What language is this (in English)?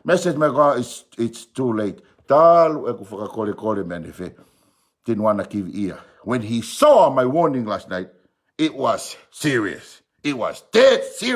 Tongan